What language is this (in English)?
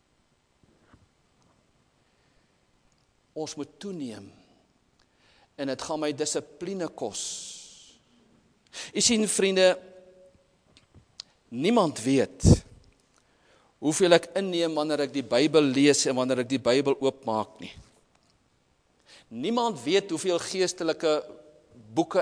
Afrikaans